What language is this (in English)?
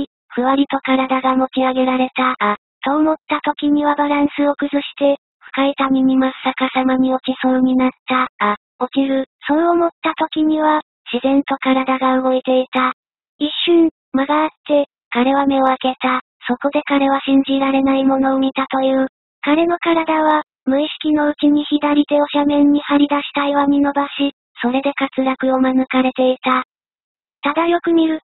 Japanese